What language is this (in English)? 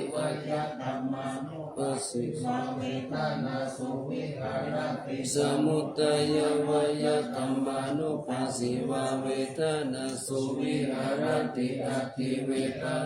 Pali